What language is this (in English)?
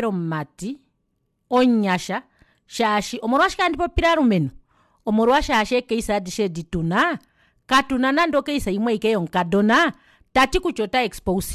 Kuanyama